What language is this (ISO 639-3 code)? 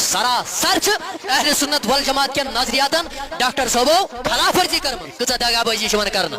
kas